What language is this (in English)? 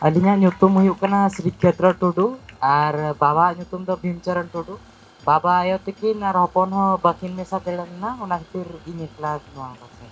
Santali